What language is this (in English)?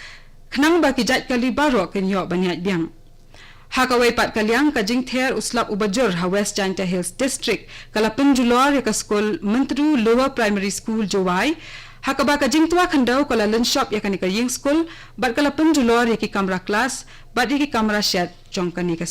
Khasi